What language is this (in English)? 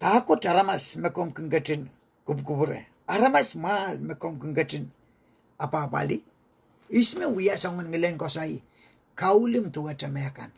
Pohnpeian